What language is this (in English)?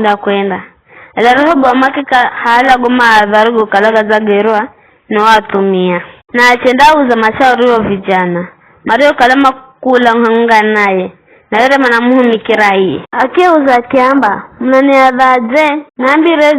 Giryama